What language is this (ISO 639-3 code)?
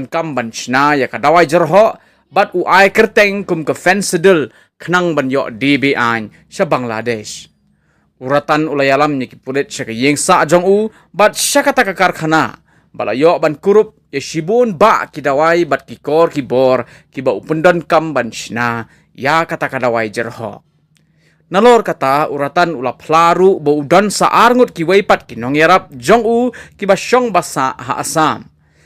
kha